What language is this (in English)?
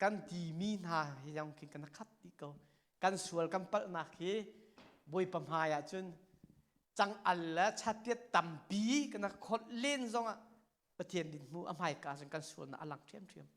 Hakha Chin